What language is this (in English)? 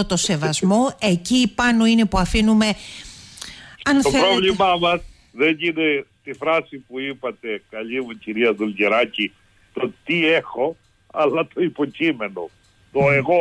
Greek